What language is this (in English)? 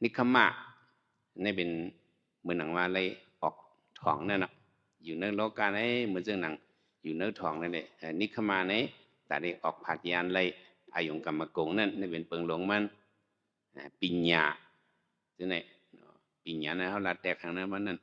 Shan